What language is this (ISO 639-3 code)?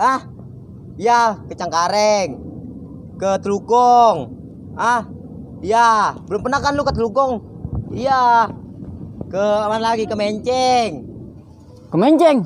bew